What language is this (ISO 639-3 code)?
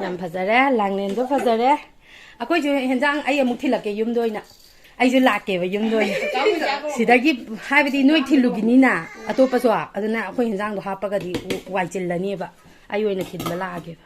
mni